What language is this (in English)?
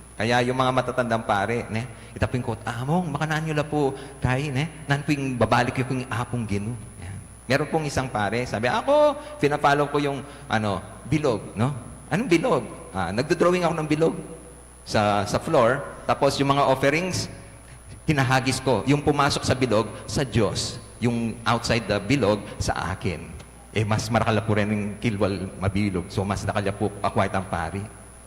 Pampanga